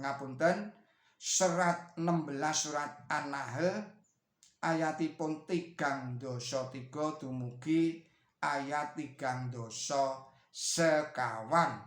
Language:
Javanese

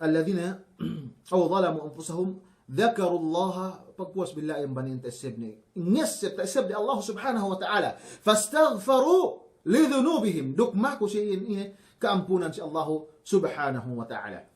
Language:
Yakan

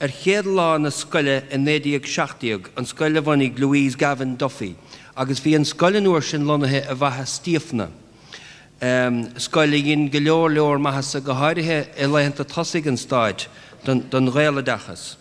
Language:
Irish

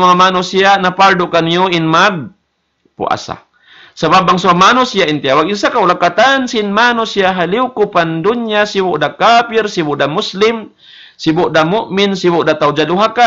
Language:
Tausug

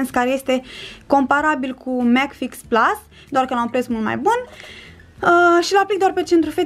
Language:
Romanian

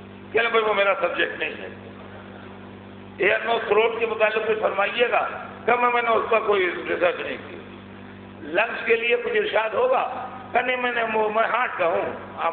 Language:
Urdu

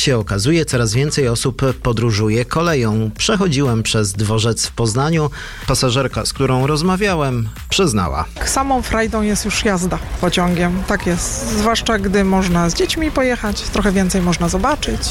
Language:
Polish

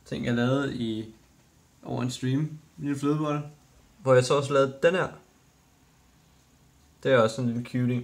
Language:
Danish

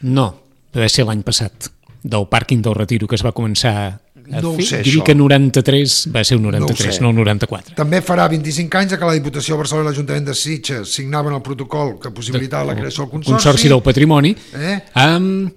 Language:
Catalan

